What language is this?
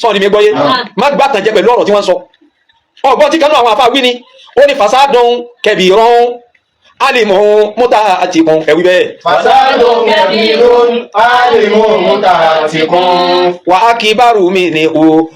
Yoruba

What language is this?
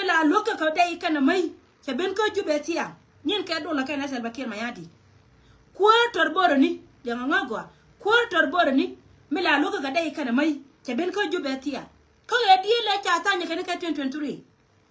Nuer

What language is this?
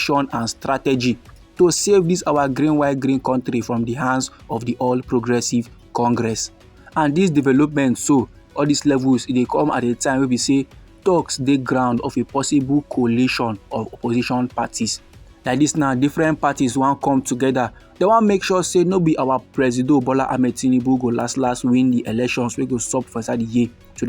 Nigerian Pidgin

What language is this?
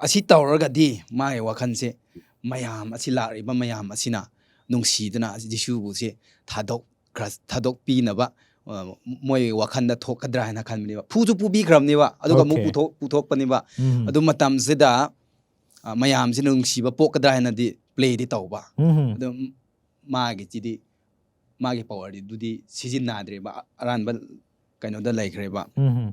Manipuri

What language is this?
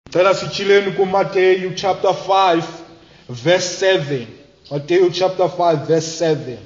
Xhosa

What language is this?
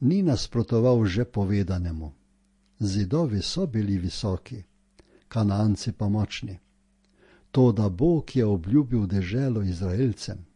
Slovenian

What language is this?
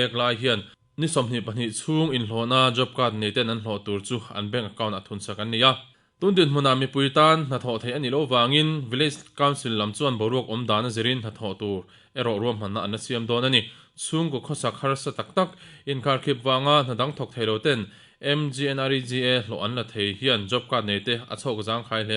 Mizo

